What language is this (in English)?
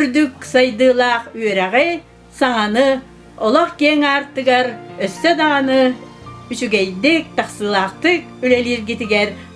Yakut